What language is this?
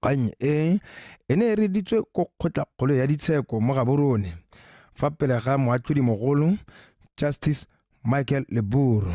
Tswana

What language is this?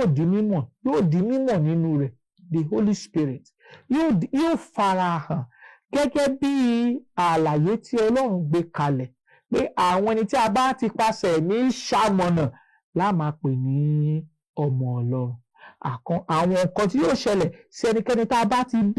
Yoruba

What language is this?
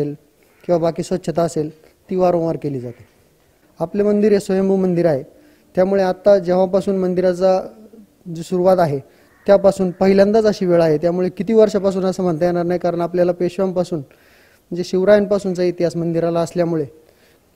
Marathi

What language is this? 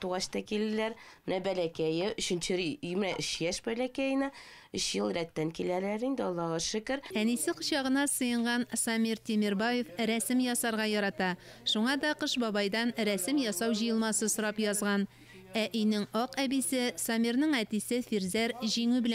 Tatar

